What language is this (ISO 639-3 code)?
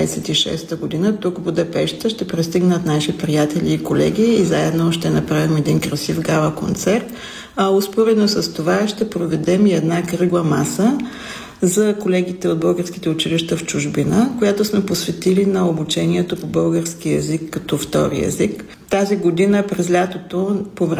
bul